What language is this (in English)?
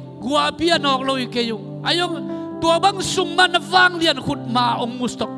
Tedim Chin